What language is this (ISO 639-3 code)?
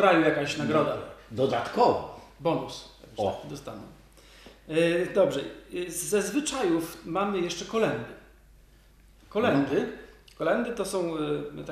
pol